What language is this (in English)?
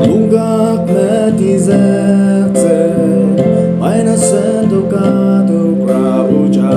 Naga Pidgin